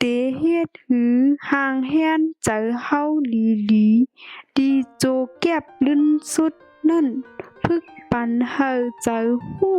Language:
Shan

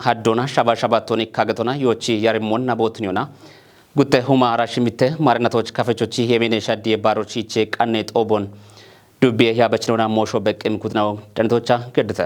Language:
Kafa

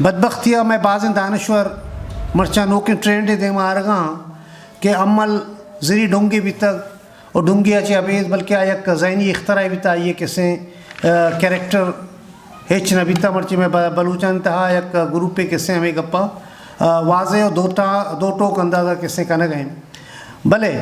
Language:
Eastern Balochi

